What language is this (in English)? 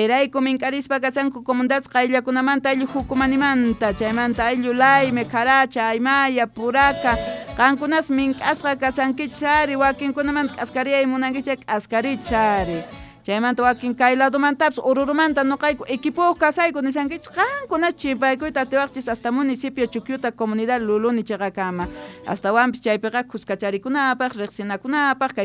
Quechua